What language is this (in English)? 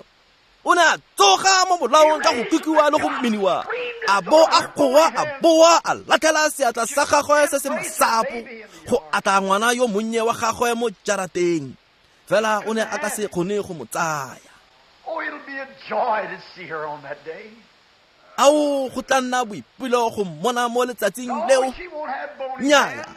Tswana